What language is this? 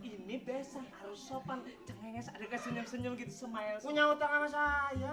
Betawi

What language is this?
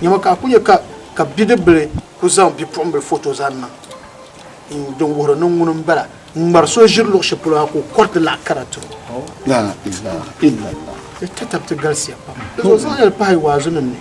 Dagbani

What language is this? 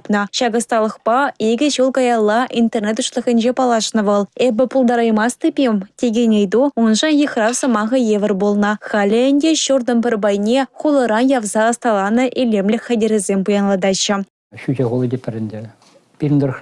Chuvash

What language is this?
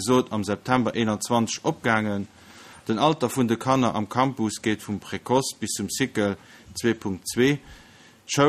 Luxembourgish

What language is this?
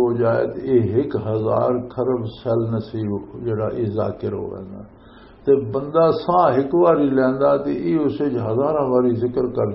Western Panjabi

